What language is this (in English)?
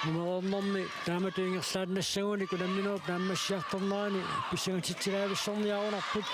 Kalaallisut